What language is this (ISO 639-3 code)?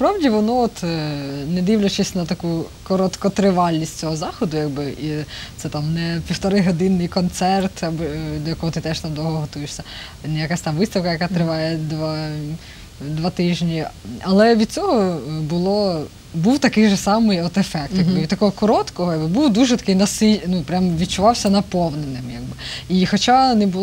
ukr